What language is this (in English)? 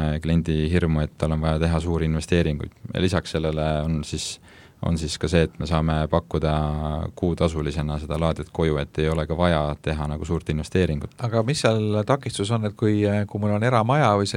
Estonian